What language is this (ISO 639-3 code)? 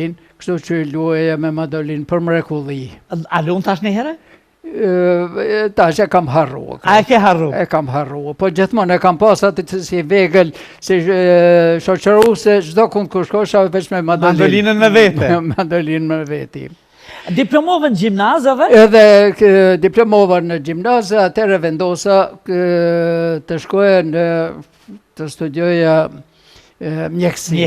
sqi